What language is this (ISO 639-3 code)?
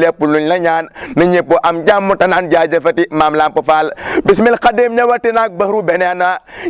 wol